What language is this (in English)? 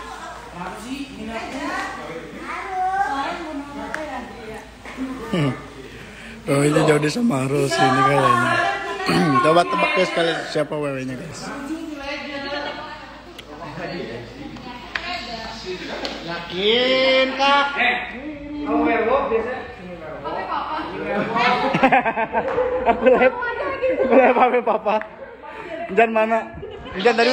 Indonesian